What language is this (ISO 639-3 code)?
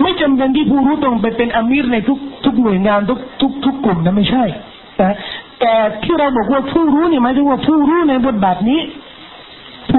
tha